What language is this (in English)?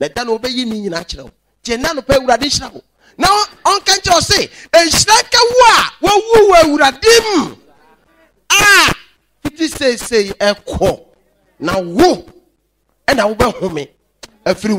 Akan